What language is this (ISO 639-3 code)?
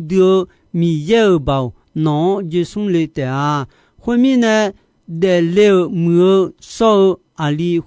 ahk